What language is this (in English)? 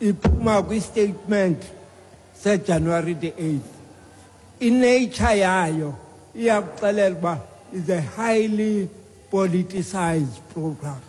Xhosa